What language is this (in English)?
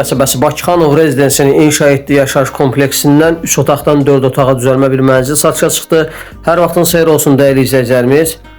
Azerbaijani